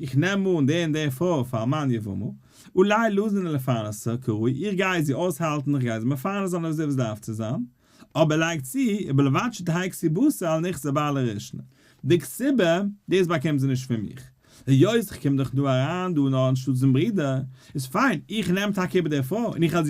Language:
Yiddish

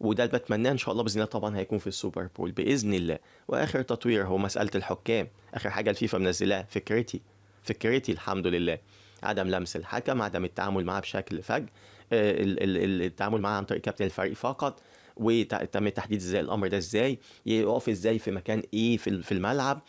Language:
Egyptian Arabic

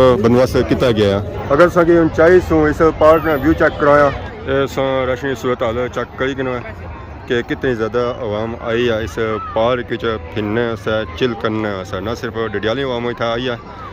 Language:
Pahari-Potwari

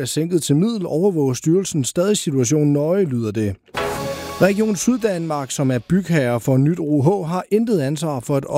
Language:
Danish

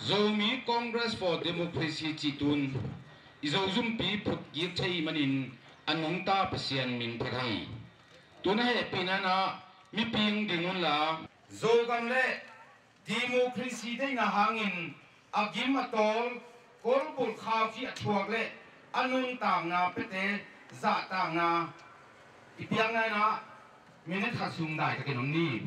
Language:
Tedim Chin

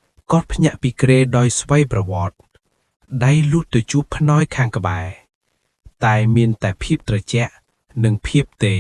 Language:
Khmer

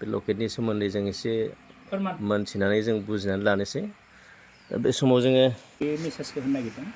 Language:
Bodo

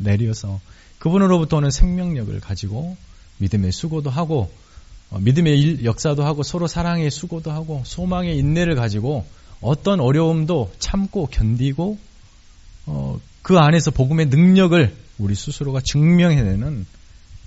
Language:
Korean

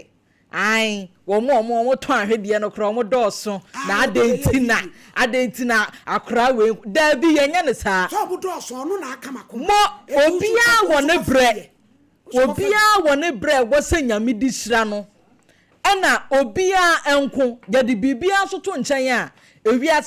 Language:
Akan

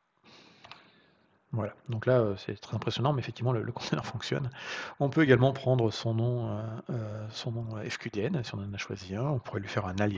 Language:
French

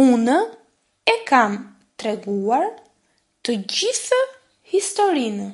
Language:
Albanian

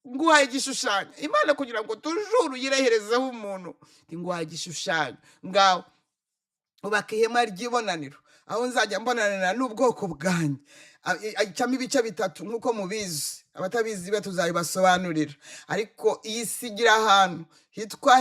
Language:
Kinyarwanda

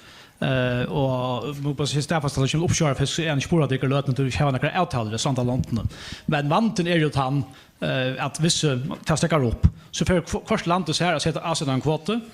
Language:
Faroese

